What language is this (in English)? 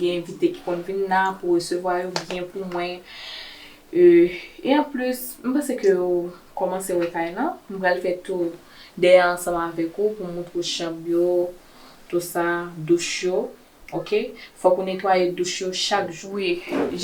Haitian Creole